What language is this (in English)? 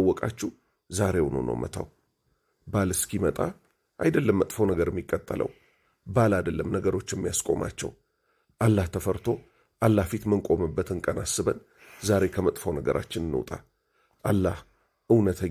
Amharic